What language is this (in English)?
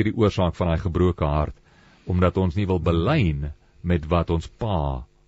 Afrikaans